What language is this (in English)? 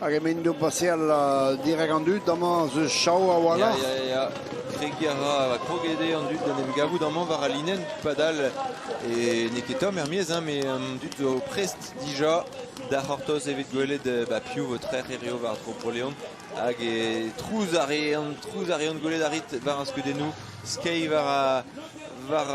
Breton